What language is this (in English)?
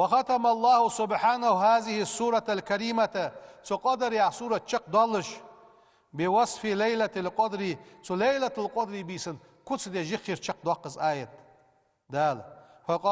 Ingush